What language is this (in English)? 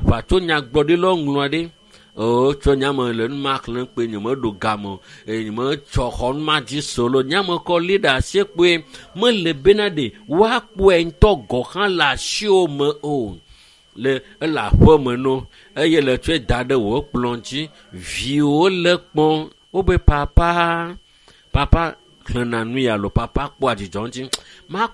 Ewe